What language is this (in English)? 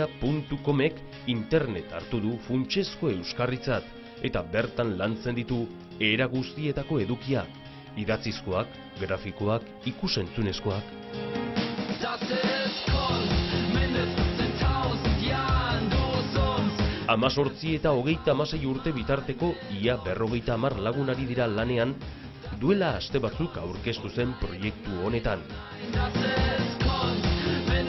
Basque